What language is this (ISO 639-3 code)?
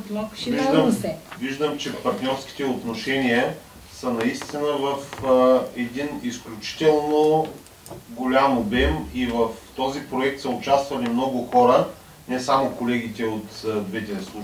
bul